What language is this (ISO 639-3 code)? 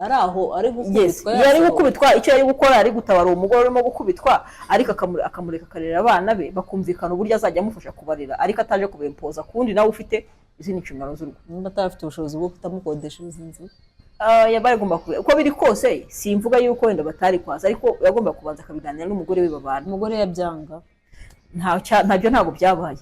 kin